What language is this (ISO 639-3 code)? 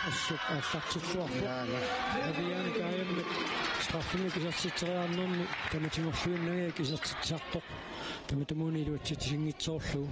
kal